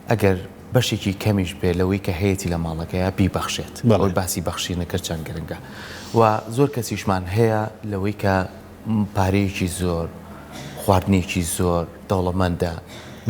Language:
Central Kurdish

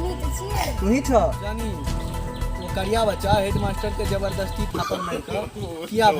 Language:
Maithili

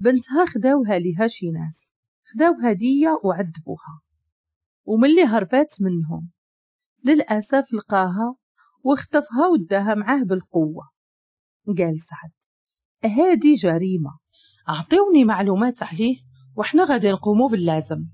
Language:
Moroccan Arabic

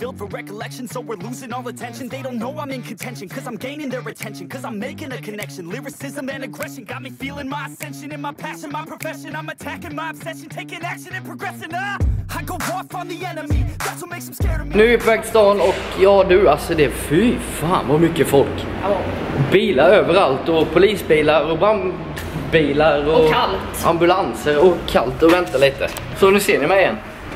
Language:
Swedish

